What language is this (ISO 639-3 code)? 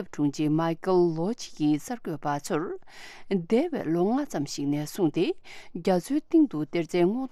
bod